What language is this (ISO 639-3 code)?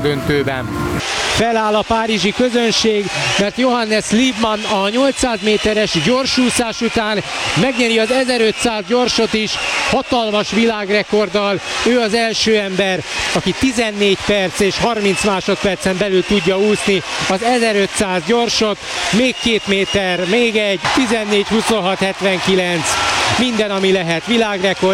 hun